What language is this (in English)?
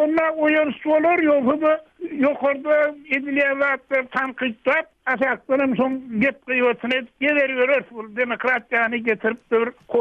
Turkmen